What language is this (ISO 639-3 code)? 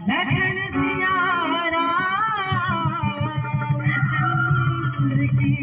hne